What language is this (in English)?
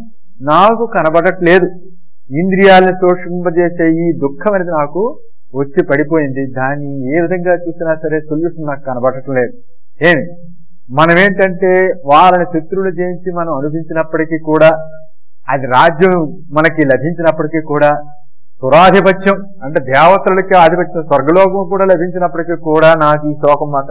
Telugu